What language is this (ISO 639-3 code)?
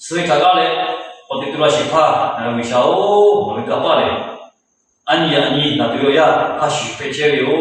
lhu